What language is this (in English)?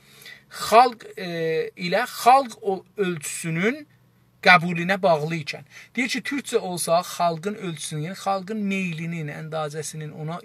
South Azerbaijani